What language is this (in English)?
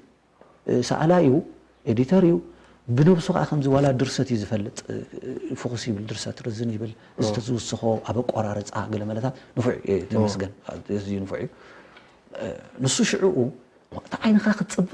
Tigrinya